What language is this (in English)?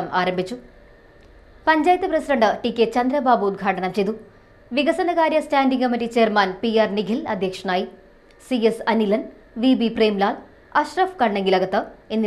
Malayalam